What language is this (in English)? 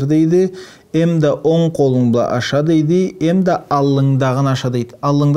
Karachay-Balkar